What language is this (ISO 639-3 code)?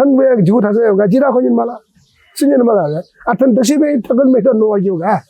new